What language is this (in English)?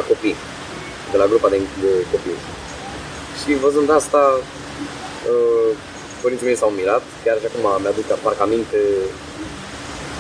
Romanian